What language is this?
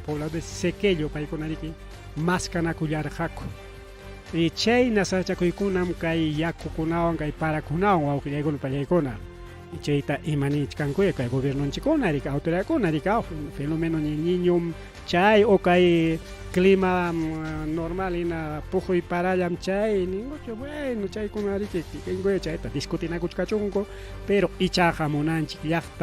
Ayacucho Quechua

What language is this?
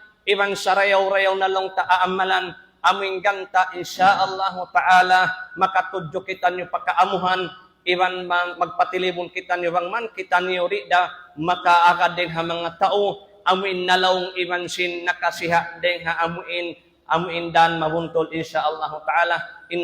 Tausug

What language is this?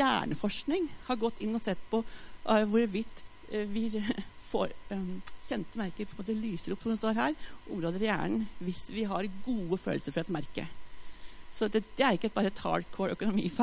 Norwegian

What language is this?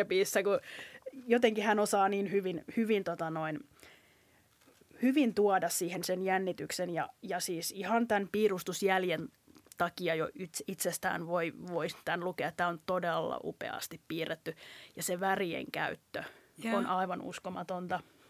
Finnish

